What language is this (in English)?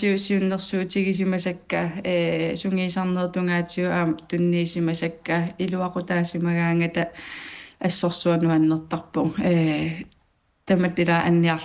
Kalaallisut